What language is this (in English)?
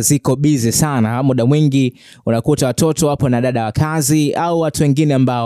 Swahili